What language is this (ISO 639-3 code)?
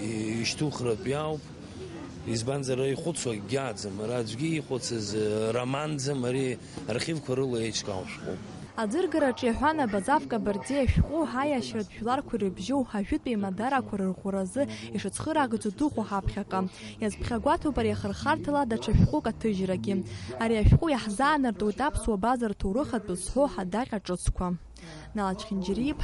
abk